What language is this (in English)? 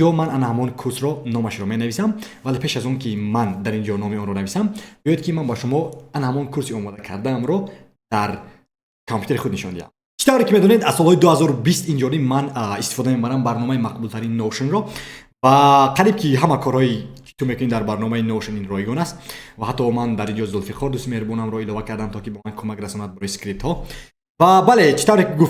Tajik